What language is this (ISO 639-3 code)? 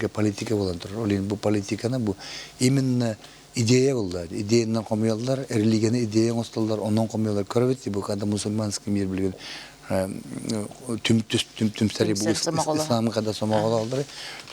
sah